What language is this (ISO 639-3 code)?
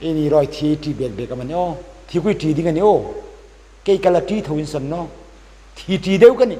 hmr